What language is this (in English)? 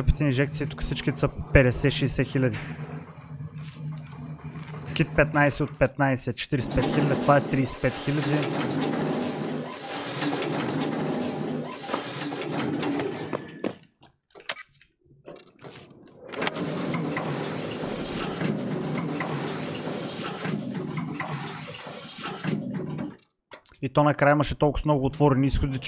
Bulgarian